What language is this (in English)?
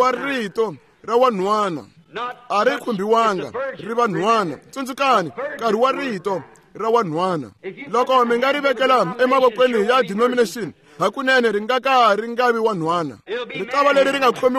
Tsonga